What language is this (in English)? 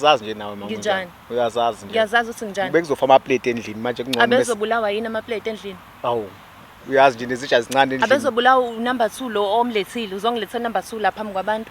Zulu